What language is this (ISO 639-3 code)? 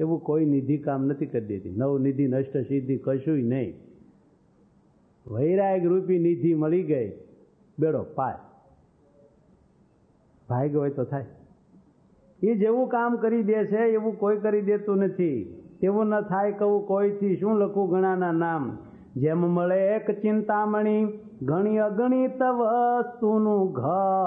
guj